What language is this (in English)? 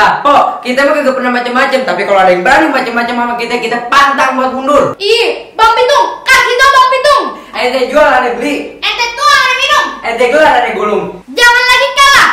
Betawi